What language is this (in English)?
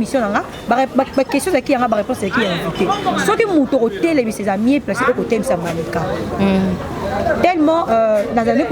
Lingala